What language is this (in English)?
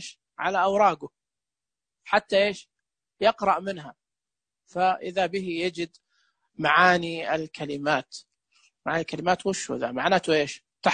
Najdi Arabic